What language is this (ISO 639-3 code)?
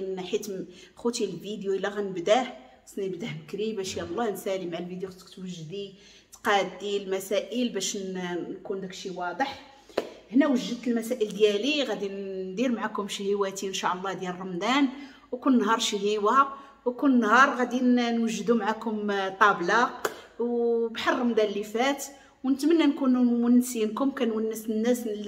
ary